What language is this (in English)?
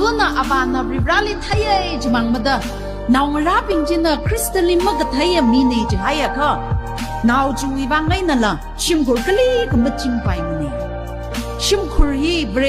Tangkhul Naga (India)